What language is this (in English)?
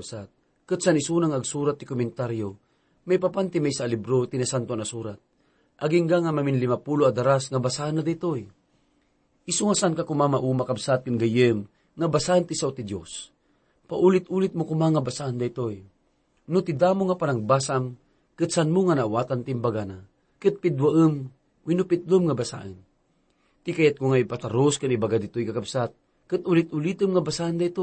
Iloko